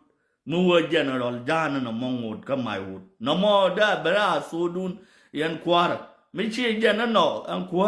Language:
Nuer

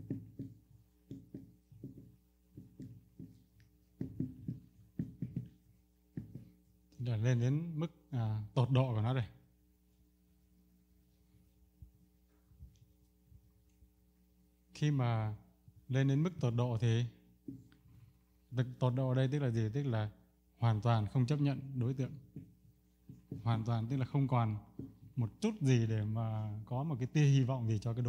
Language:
Vietnamese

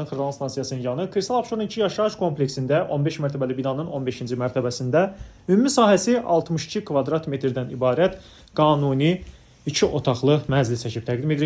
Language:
Azerbaijani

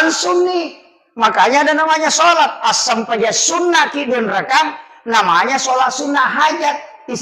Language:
Buginese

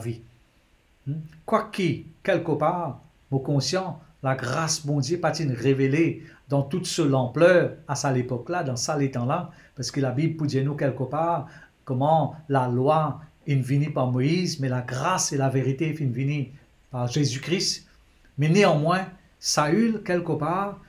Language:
Morisyen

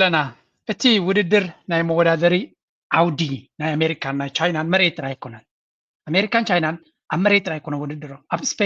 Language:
Tigrinya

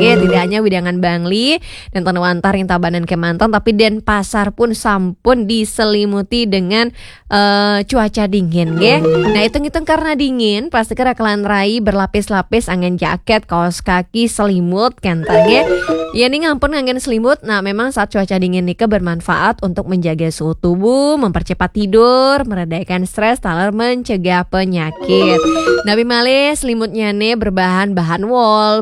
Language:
Balinese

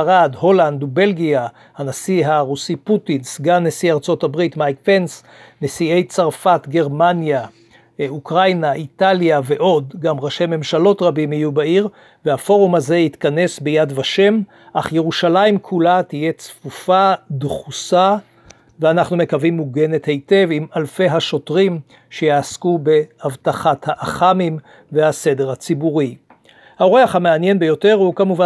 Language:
Hebrew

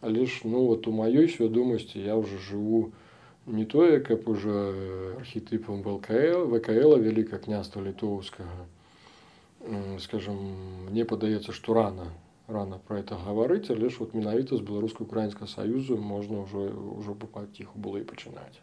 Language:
Belarusian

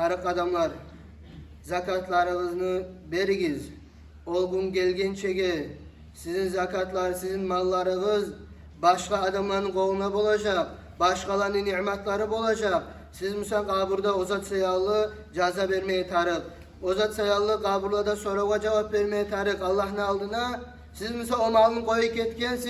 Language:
Kumyk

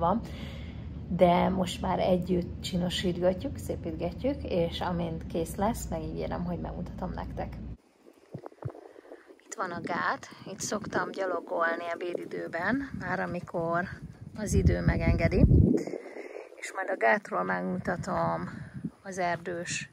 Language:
Hungarian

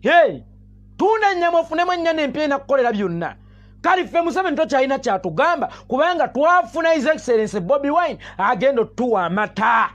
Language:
Ganda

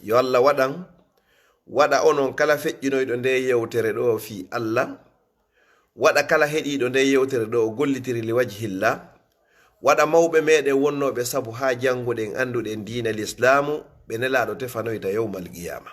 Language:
Fula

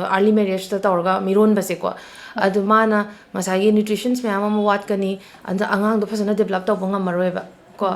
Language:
Manipuri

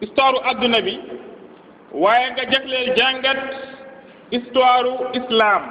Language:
Wolof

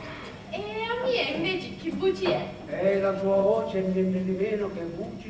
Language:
Sicilian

